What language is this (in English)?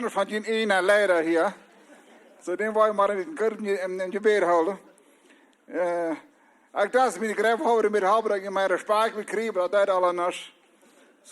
Plautdietsch